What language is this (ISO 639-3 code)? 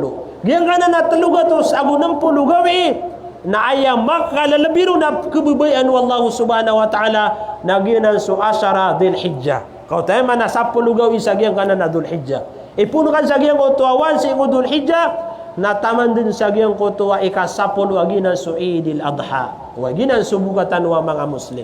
mrw